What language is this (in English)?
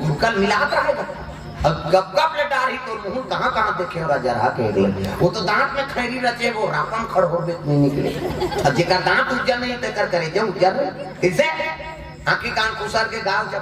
Chhattisgarhi